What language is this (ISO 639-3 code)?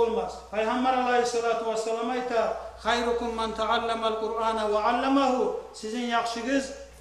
kum